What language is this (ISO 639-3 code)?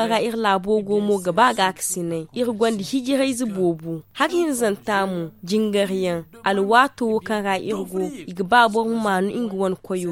dje